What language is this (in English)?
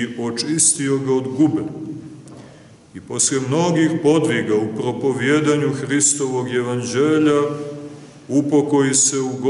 Serbian